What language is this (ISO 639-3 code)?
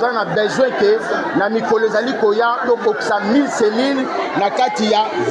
lin